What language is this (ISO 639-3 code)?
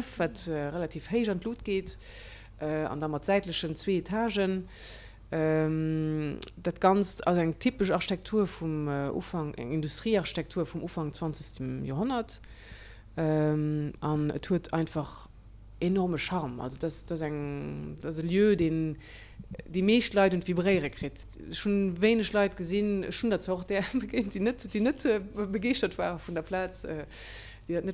ltz